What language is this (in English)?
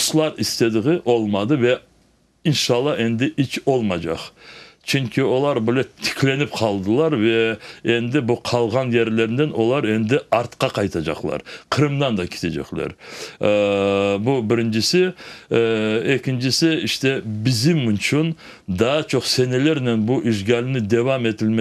Crimean Tatar